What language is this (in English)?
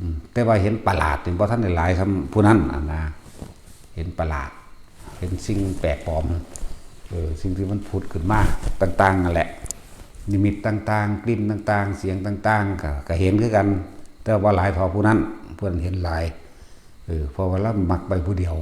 Northeastern Thai